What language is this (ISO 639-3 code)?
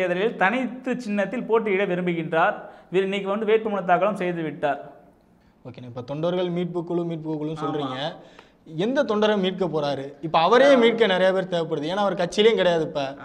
tam